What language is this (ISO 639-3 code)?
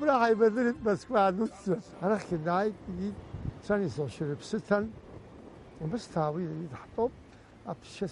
abk